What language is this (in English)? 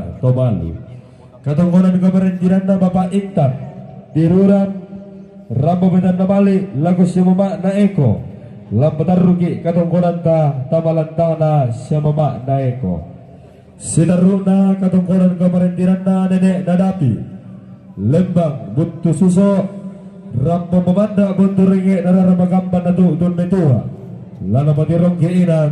Toraja-Sa'dan